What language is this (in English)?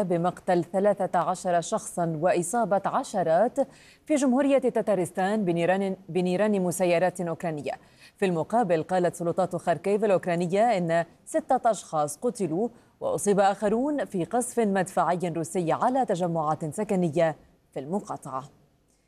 Arabic